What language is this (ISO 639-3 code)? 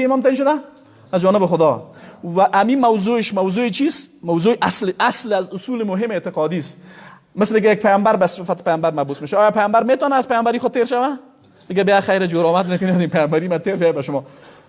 fas